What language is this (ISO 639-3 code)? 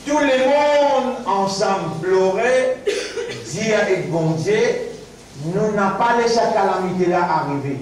mfe